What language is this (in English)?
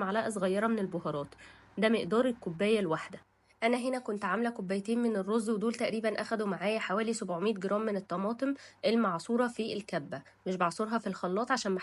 Egyptian Arabic